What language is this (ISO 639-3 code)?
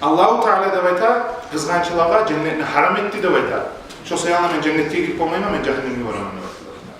kum